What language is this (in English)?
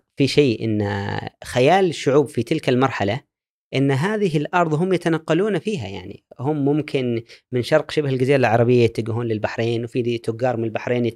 Gulf Arabic